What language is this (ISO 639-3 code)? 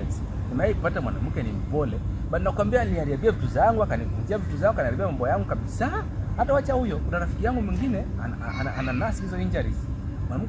swa